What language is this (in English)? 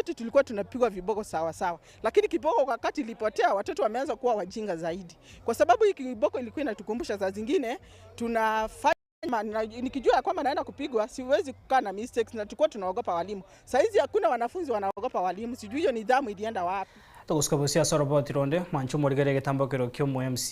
Gusii